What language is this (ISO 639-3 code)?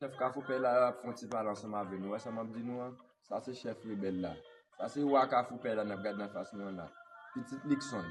hat